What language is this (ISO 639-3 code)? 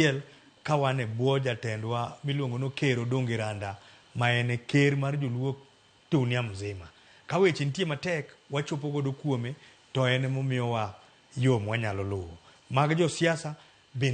luo